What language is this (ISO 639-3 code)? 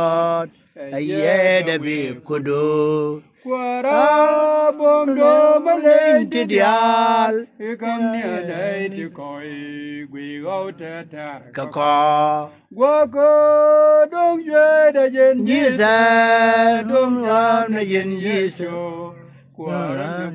nus